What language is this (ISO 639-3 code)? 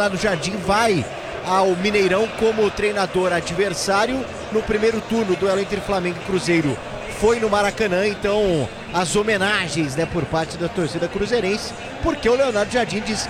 por